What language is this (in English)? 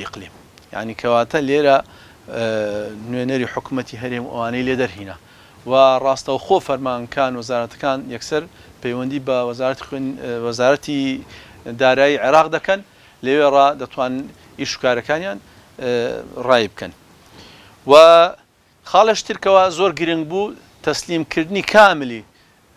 Central Kurdish